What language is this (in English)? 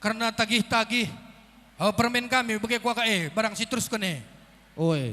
Batak Karo